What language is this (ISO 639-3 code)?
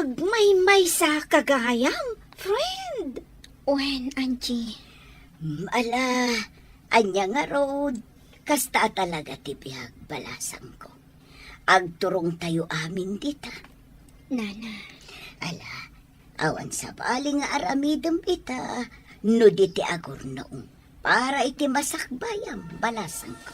ilo